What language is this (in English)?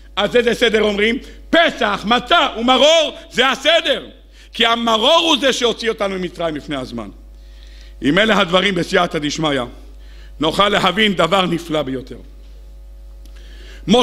Hebrew